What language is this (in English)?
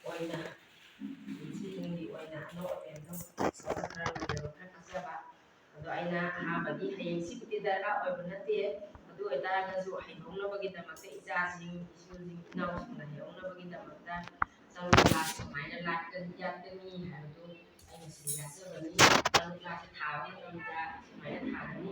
Manipuri